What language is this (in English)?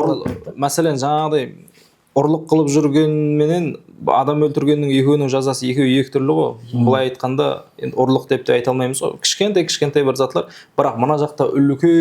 Kara-Kalpak